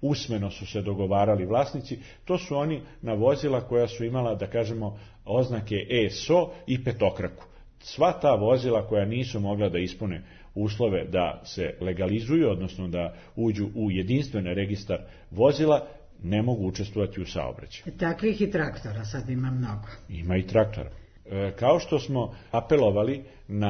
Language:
Serbian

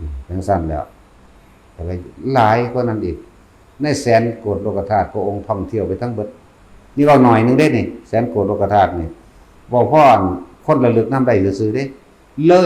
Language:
Northeastern Thai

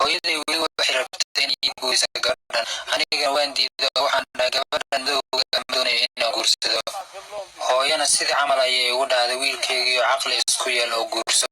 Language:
Somali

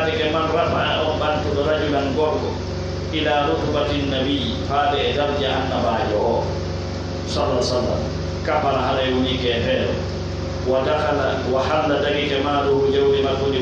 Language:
Fula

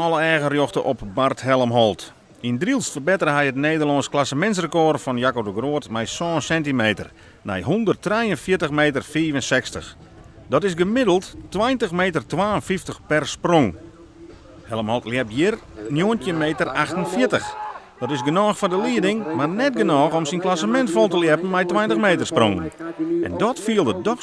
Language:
Western Frisian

